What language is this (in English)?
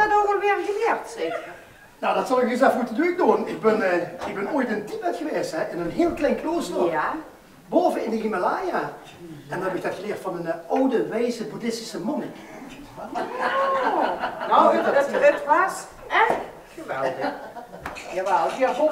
Limburgish